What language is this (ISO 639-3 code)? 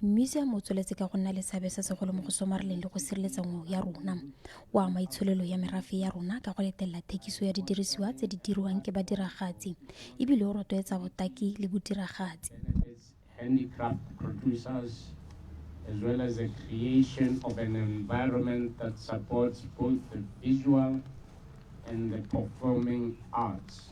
tsn